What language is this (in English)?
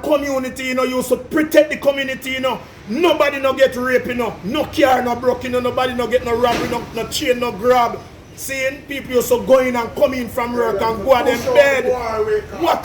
Jamaican Creole English